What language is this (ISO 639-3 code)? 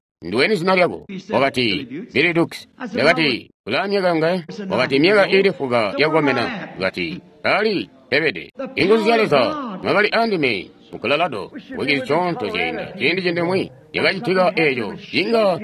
toi